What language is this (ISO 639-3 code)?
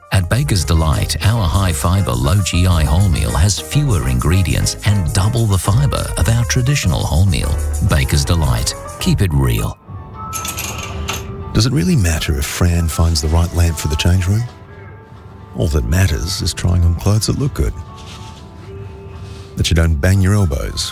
eng